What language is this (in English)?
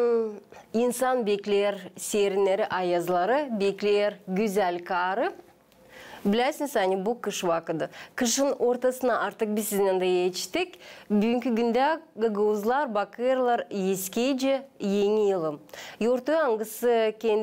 Gagauz